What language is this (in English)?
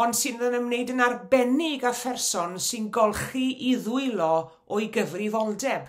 Welsh